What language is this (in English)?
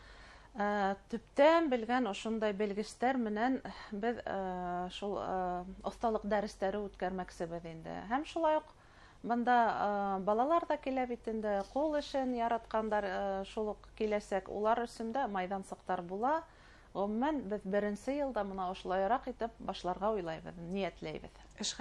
Bashkir